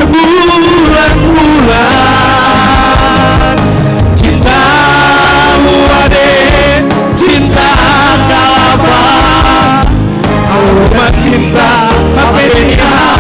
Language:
Batak Simalungun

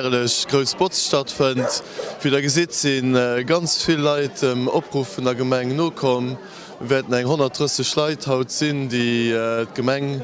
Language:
Luxembourgish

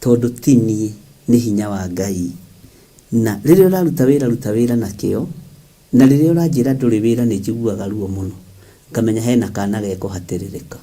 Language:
Kikuyu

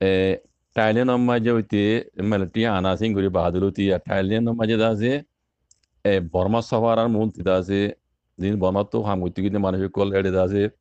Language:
Rohingya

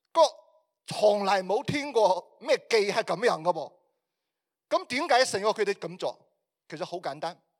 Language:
Cantonese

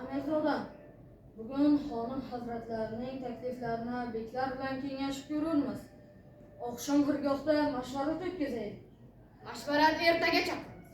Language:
Uzbek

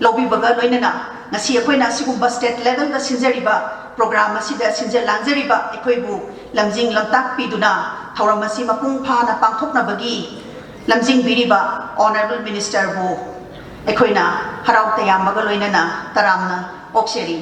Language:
Manipuri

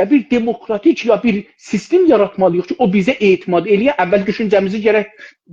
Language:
South Azerbaijani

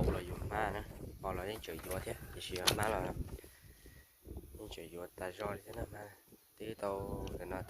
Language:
Hmong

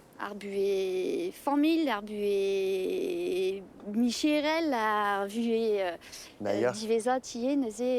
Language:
Breton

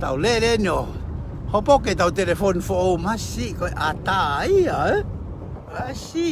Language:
Tongan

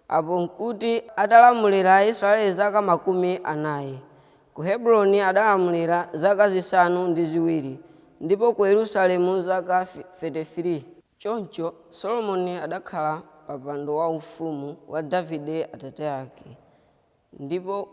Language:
Nyanja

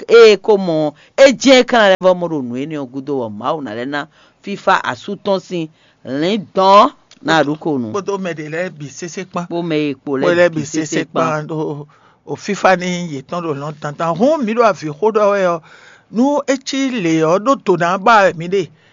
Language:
Fon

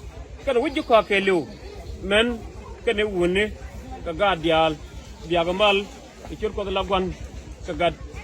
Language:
Nuer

